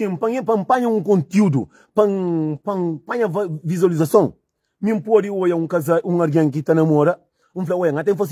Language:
Kabuverdianu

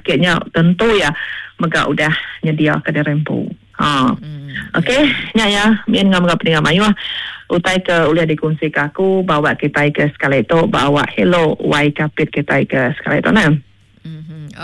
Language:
Iban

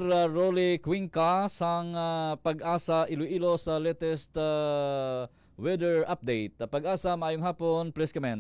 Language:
Hiligaynon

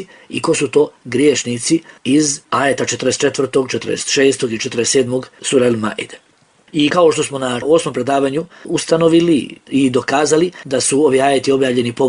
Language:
Bosnian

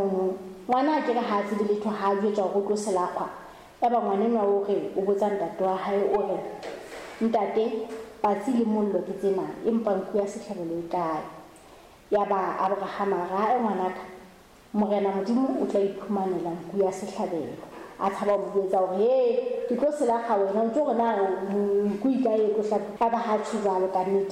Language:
Southern Sotho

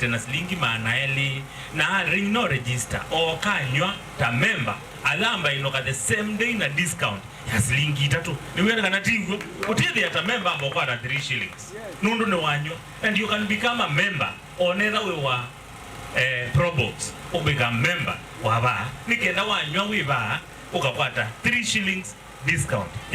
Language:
Kamba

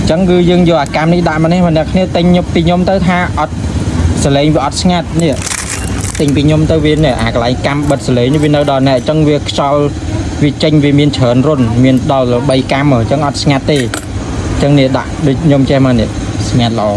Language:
Khmer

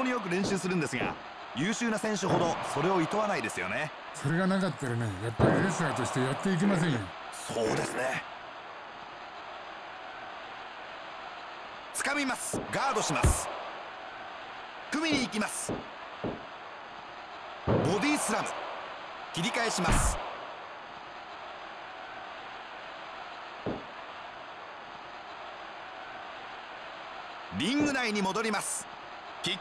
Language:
Japanese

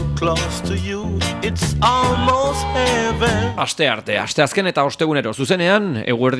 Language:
Basque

